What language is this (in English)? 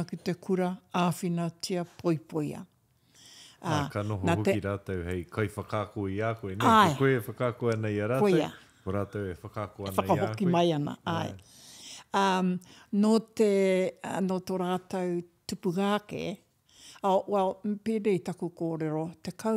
Māori